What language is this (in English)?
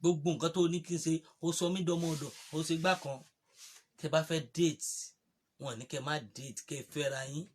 Yoruba